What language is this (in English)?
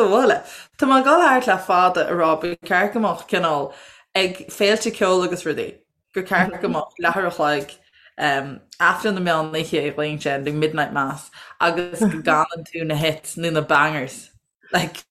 Irish